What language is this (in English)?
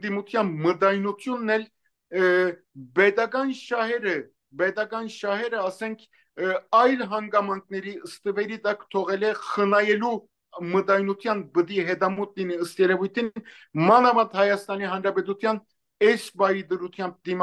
Armenian